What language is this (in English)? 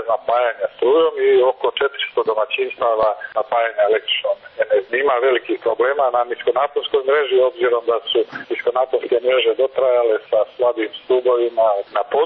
Serbian